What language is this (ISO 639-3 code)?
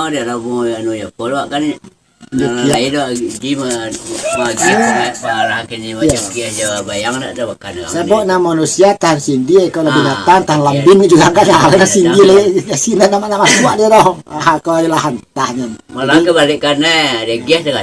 min